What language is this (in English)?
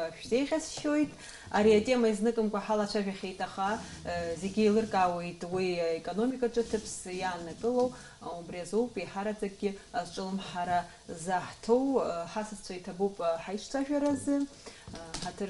Abkhazian